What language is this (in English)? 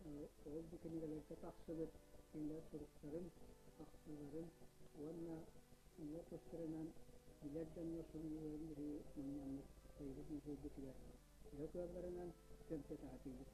Yakut